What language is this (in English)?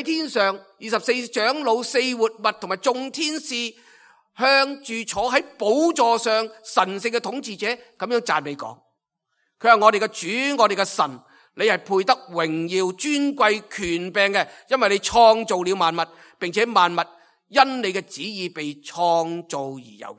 Cantonese